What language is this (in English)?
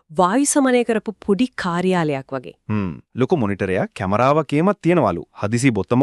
Sinhala